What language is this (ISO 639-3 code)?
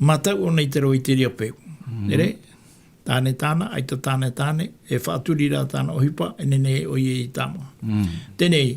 tah